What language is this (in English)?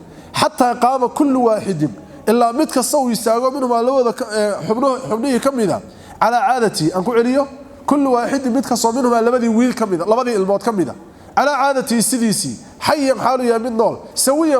Somali